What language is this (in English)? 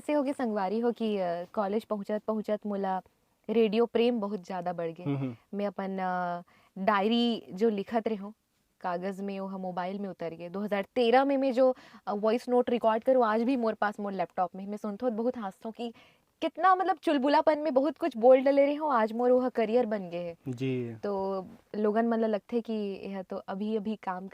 Chhattisgarhi